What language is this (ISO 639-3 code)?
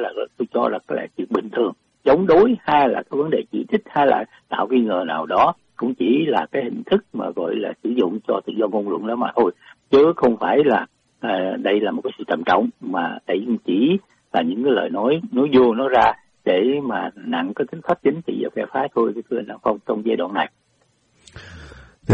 vie